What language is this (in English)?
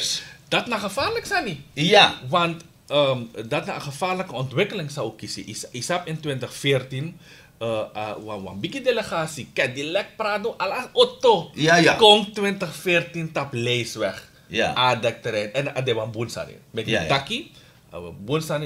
Sranan Tongo